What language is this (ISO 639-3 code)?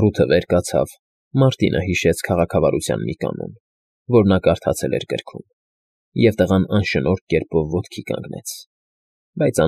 hye